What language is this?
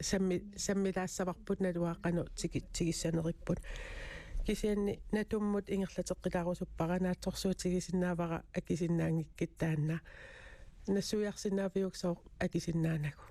Kalaallisut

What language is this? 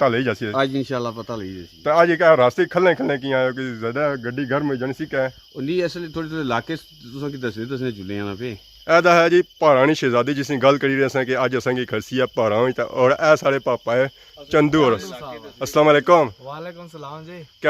Pahari-Potwari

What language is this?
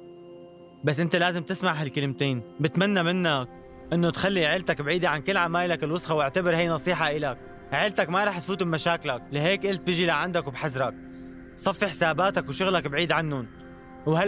North Levantine Arabic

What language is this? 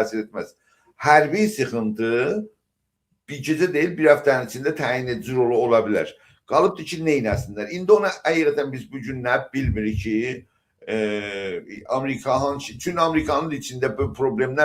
South Azerbaijani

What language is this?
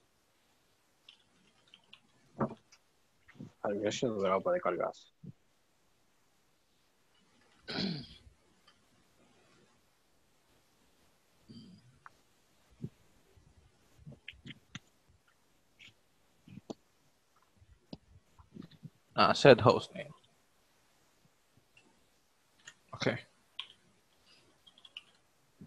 Spanish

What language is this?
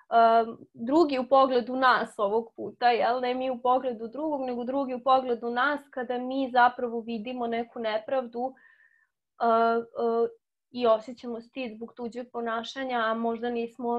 Serbian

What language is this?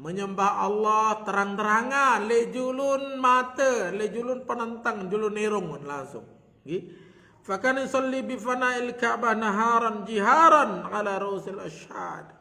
Sasak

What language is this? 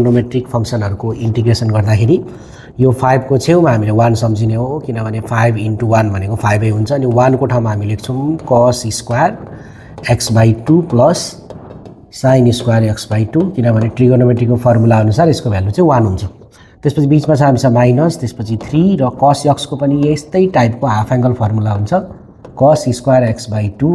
Nepali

